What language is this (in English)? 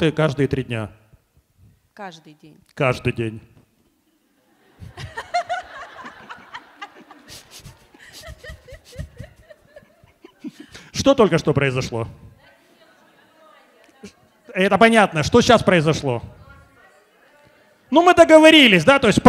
Russian